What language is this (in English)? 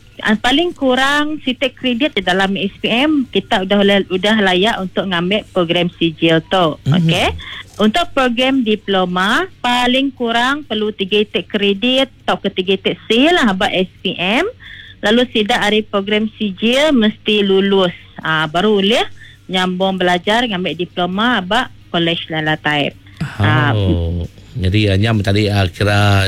Iban